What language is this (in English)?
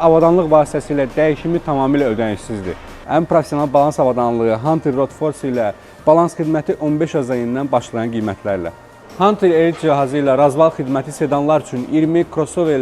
Azerbaijani